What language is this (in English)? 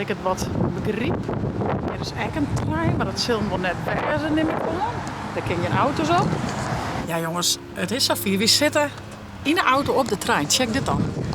Western Frisian